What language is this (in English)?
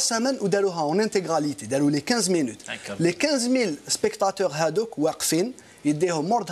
Algerian Arabic